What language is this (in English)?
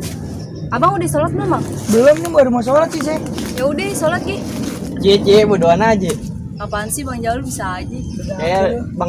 Betawi